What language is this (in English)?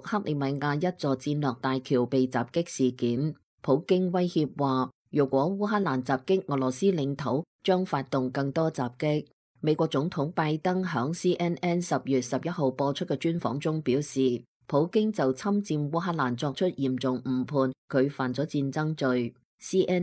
Cantonese